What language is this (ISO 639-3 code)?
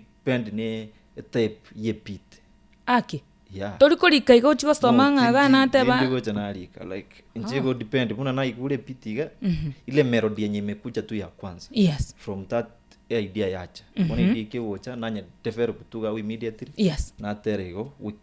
guz